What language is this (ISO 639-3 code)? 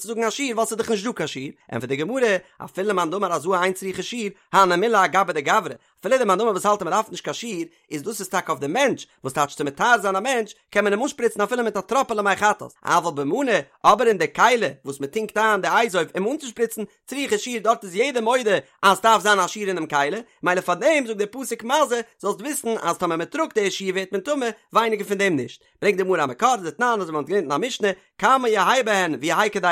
yid